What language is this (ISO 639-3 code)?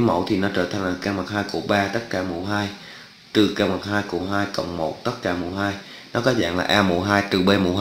vie